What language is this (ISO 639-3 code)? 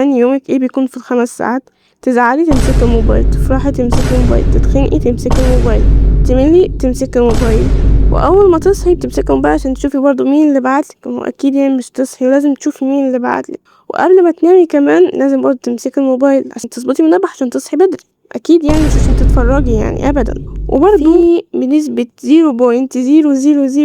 arz